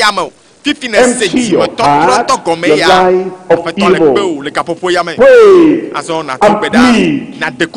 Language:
Ewe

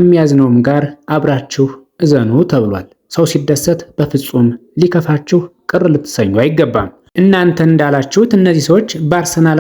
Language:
Amharic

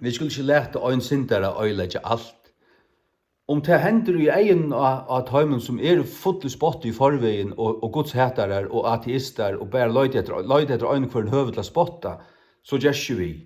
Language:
Faroese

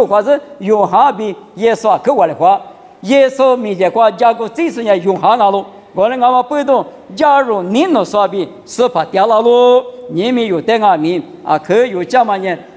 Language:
Lisu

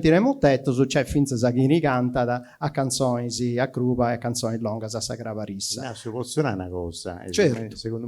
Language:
Sardinian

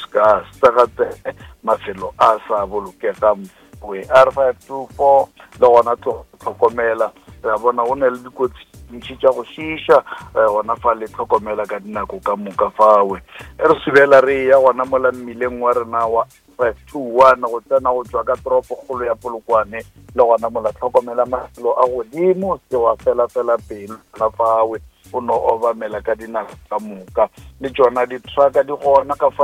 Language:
Northern Sotho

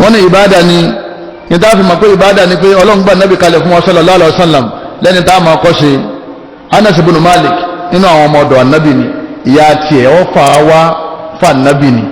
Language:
Yoruba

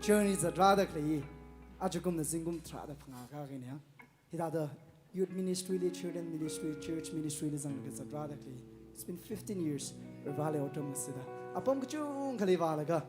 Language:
Tangkhul Naga (India)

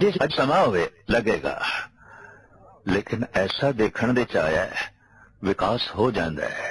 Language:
Punjabi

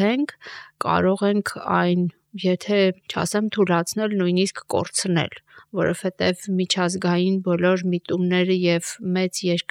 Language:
Armenian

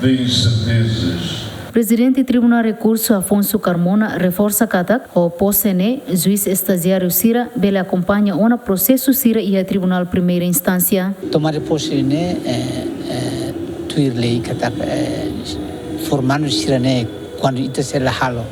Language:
Tetum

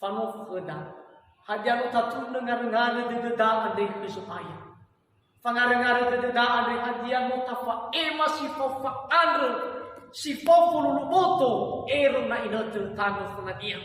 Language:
Nias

